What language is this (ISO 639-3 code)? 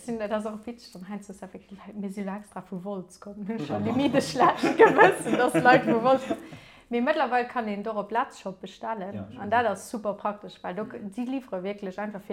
ltz